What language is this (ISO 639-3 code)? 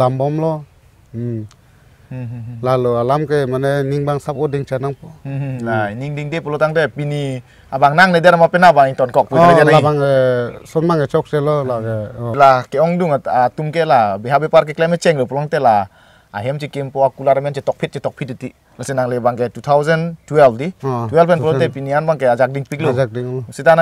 mjw